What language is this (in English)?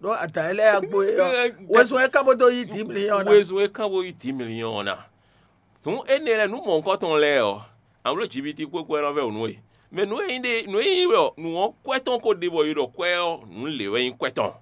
Fon